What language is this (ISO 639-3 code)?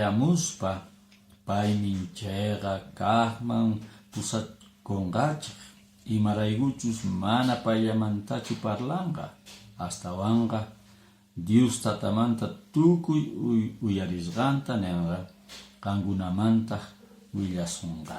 que